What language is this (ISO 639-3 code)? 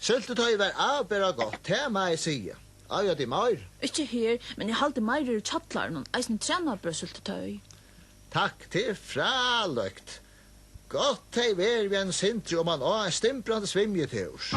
fao